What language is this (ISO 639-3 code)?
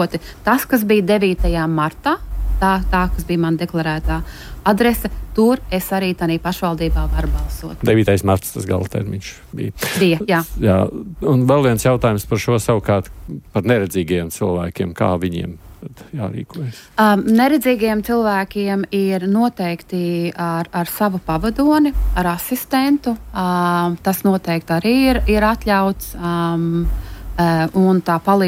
lav